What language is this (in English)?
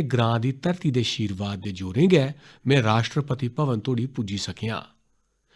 Dogri